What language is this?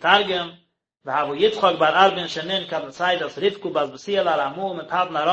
Yiddish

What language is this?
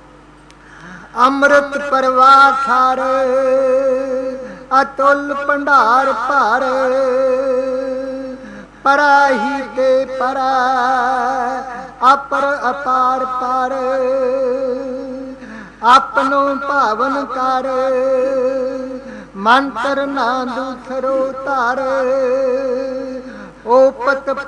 Punjabi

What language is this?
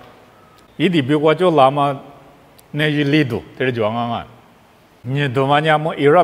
Lisu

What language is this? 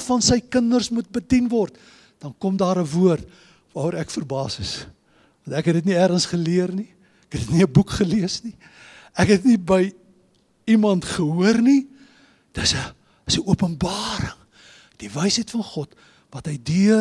Afrikaans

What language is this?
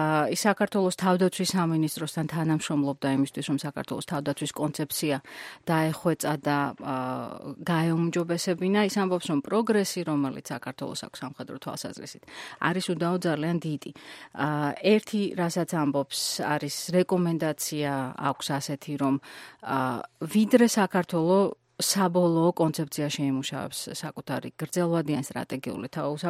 Georgian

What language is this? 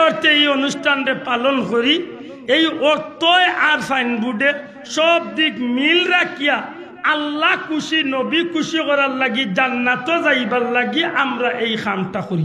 Sylheti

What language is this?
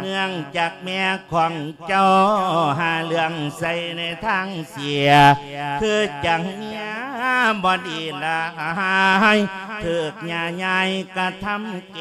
Lao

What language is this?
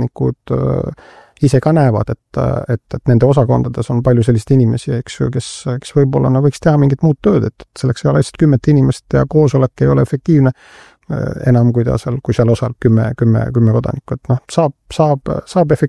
Estonian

